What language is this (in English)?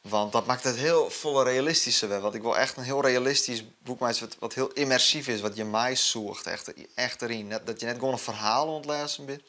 Western Frisian